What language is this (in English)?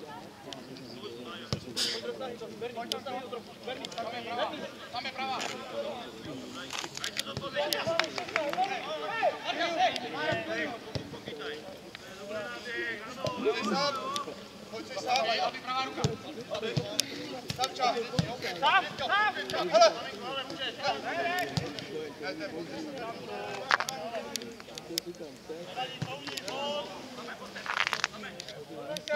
Czech